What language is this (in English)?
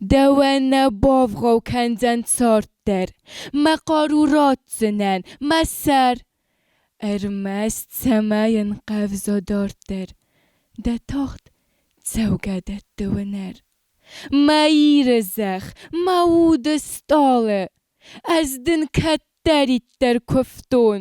Ossetic